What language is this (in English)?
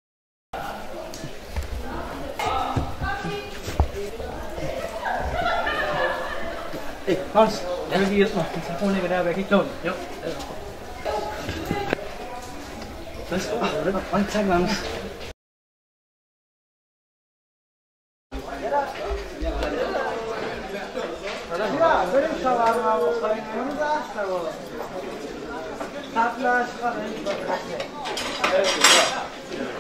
Danish